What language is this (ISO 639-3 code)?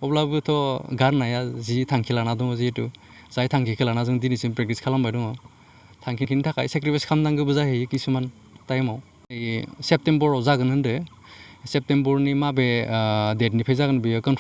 brx